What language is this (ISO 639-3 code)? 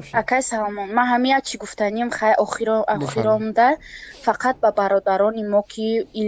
tgk